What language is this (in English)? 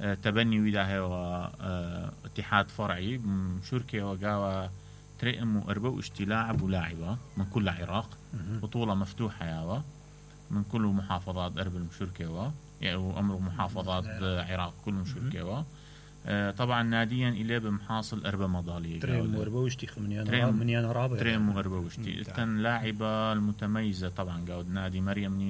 Mesopotamian Arabic